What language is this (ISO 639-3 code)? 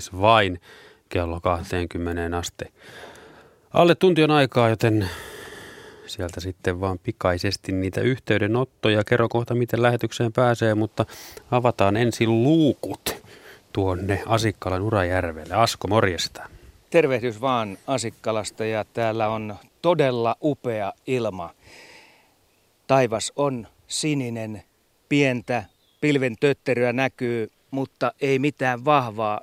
fin